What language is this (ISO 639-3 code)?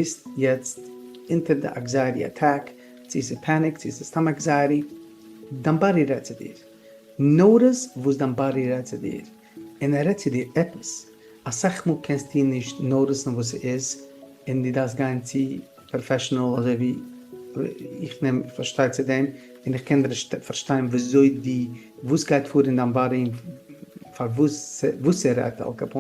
yid